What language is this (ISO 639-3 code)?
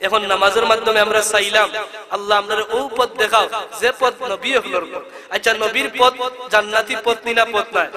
syl